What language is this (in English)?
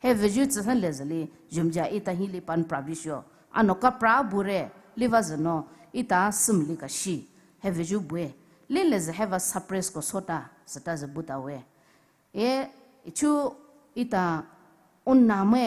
Poumei Naga